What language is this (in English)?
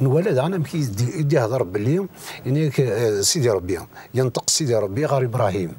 Kabyle